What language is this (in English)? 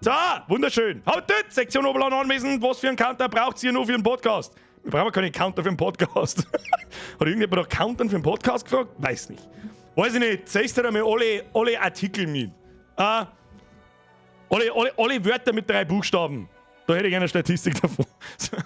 Bavarian